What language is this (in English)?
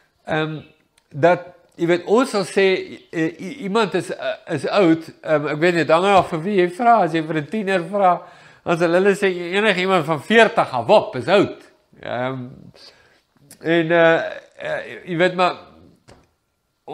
Afrikaans